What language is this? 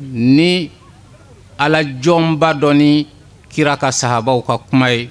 Bambara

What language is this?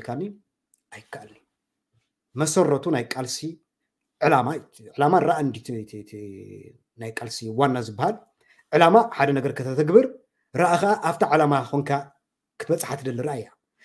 Tigrinya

